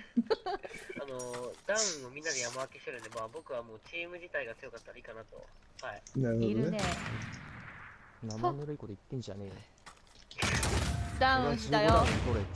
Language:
Japanese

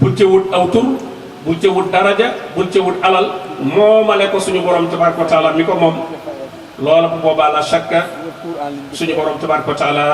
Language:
Wolof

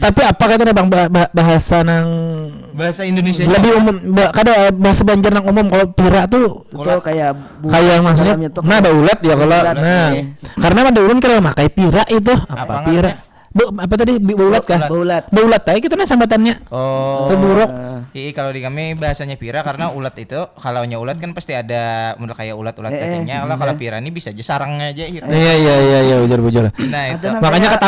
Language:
Banjar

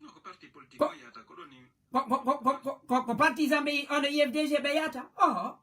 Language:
Fula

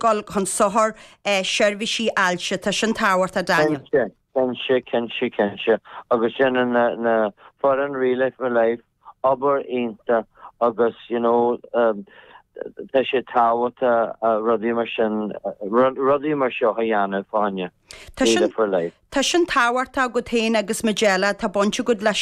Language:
Irish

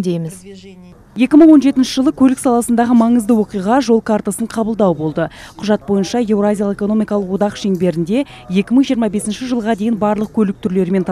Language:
Kazakh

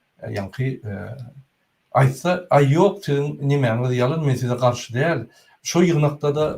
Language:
Turkmen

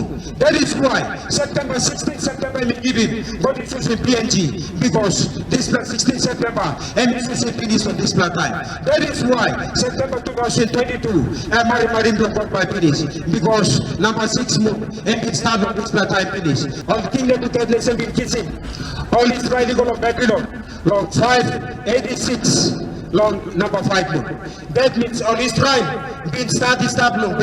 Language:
Tok Pisin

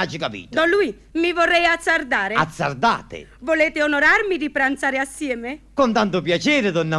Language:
Neapolitan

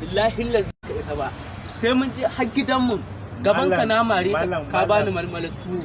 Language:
Hausa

